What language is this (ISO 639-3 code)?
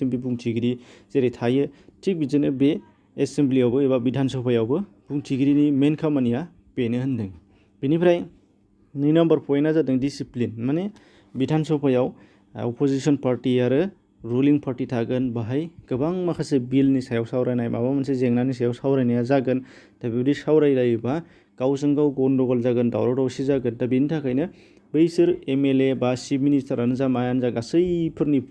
brx